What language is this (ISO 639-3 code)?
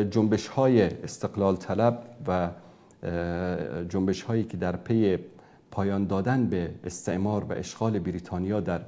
fas